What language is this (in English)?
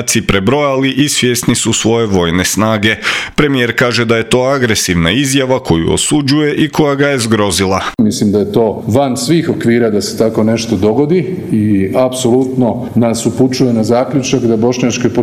Croatian